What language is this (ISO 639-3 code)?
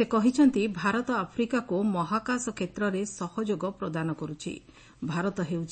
ori